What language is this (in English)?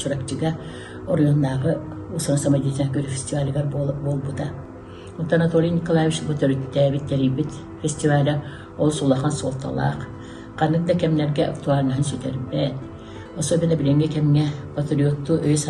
Yakut